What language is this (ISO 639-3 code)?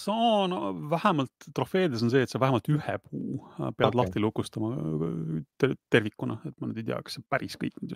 est